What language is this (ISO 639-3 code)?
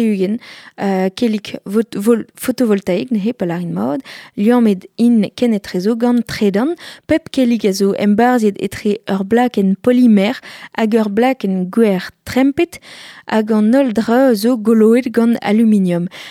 bre